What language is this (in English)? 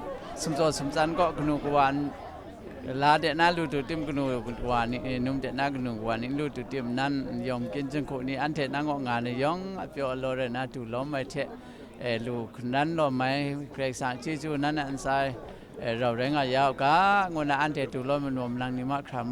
Kachin